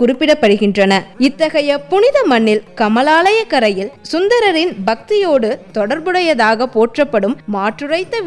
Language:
Tamil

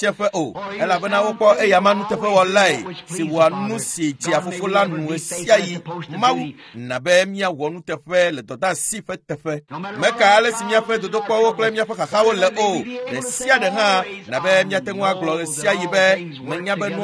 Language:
Ewe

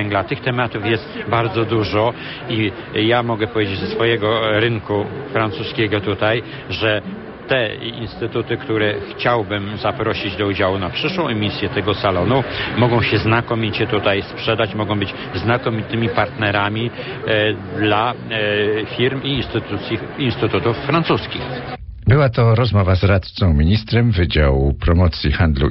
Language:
Polish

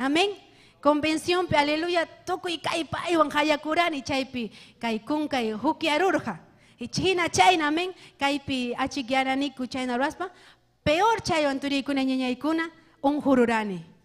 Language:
Ayacucho Quechua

